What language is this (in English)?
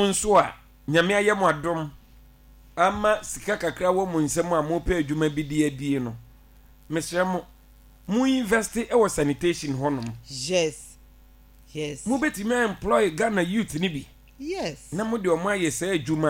Akan